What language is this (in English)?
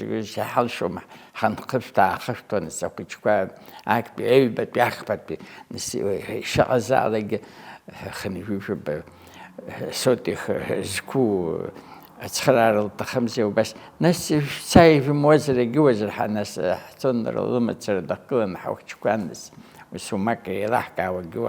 Abkhazian